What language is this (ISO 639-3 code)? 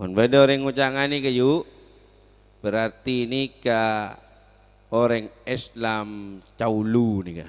mad